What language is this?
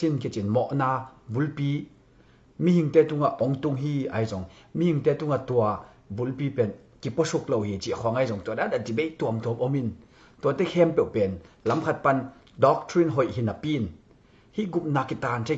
Tedim Chin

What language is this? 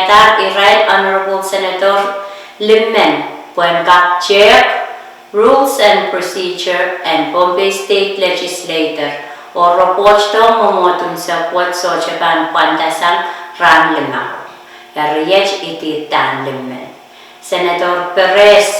Pohnpeian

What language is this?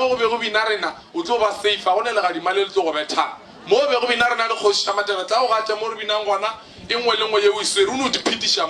Northern Sotho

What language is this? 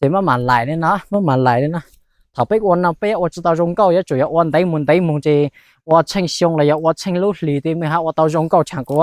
Hmong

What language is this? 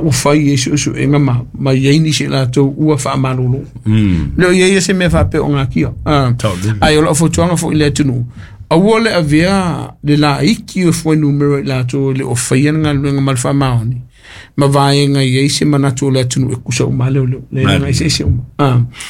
Samoan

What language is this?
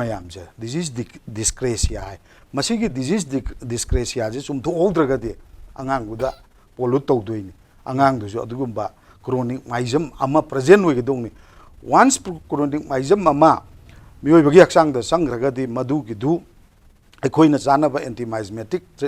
Manipuri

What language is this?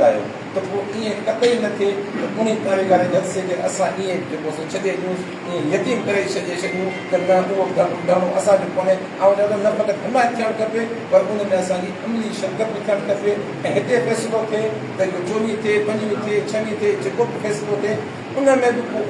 Sindhi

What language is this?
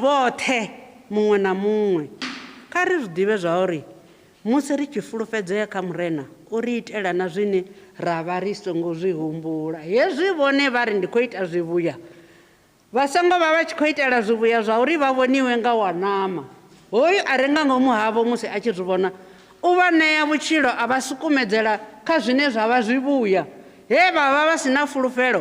Venda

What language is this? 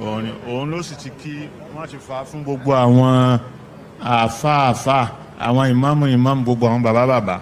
Yoruba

